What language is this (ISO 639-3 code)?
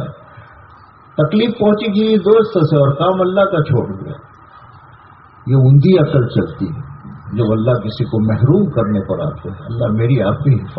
urd